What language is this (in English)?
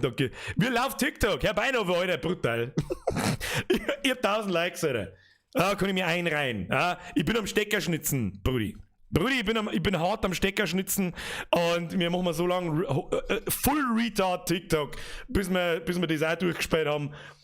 Bavarian